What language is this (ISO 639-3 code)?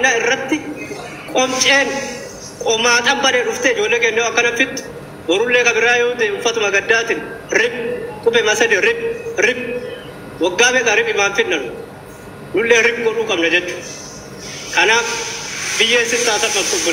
orm